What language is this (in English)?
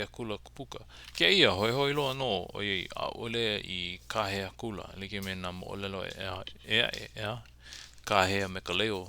Hawaiian